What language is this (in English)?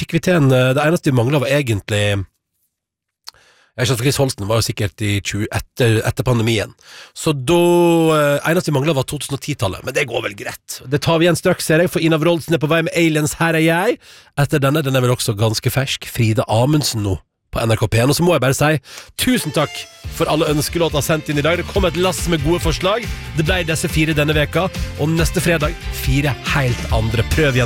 Norwegian